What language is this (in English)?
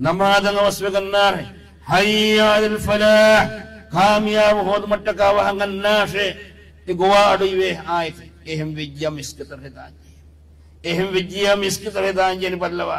Divehi